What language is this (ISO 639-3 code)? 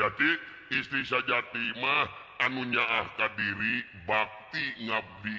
sun